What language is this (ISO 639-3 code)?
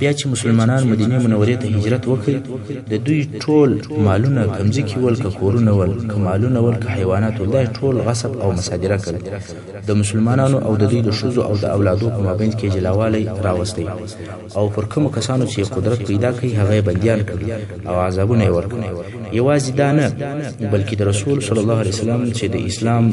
pus